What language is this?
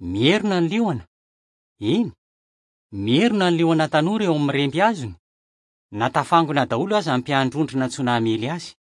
Malagasy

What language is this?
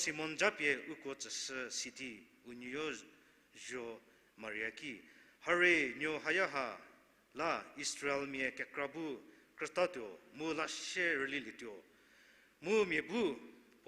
Angami Naga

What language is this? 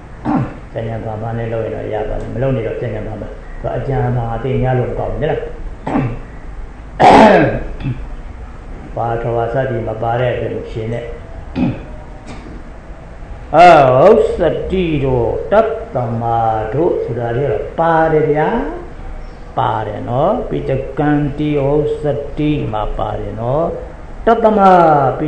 Burmese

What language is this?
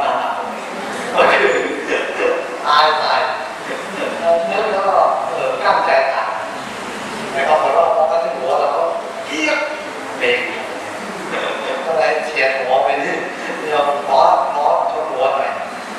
Thai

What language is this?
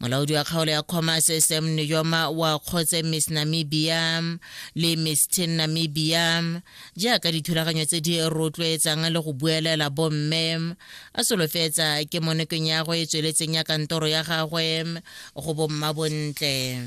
Tswana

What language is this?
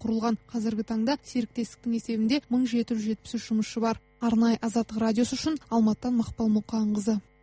Kazakh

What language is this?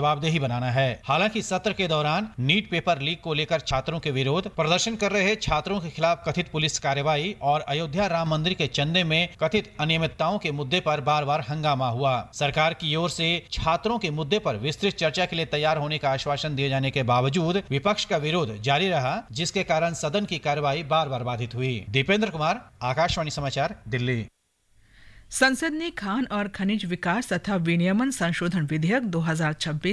Hindi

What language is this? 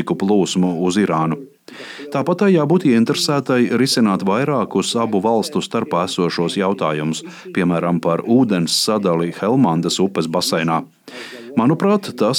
Latvian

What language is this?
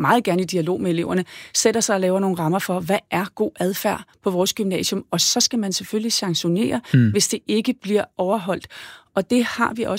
Danish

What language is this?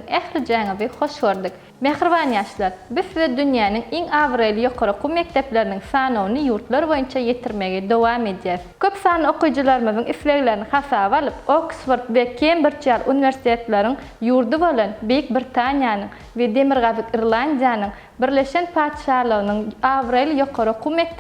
Turkmen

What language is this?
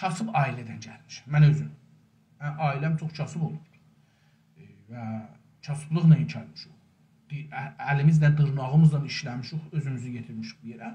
South Azerbaijani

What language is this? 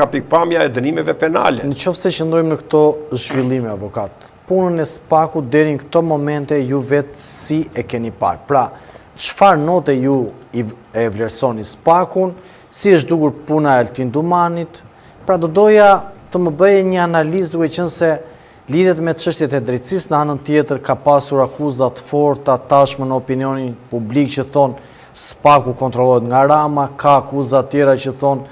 Albanian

